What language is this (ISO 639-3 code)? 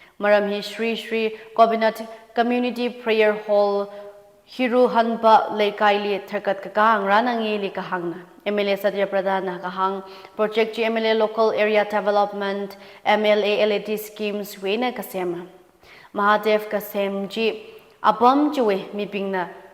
nmf